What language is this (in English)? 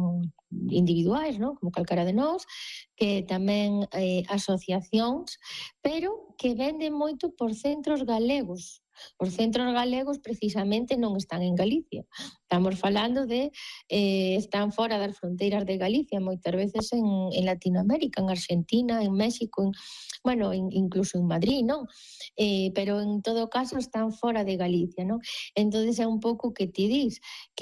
Galician